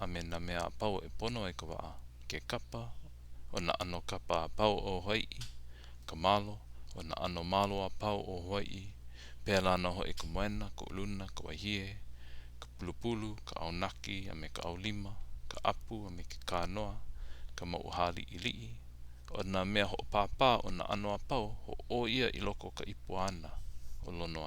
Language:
Hawaiian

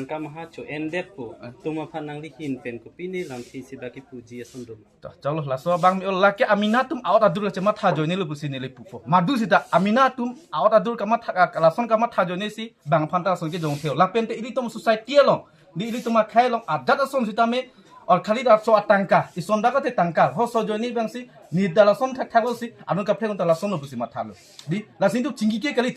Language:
Karbi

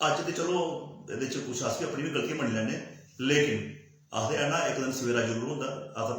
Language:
Dogri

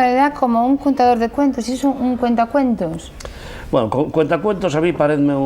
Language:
Asturian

